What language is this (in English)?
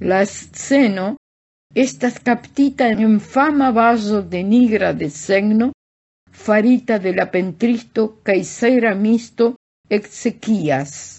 Esperanto